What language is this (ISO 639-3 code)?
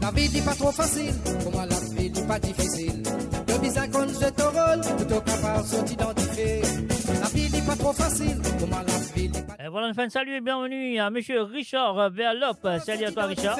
mfe